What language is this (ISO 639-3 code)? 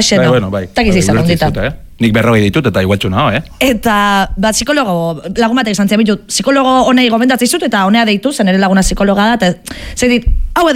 eus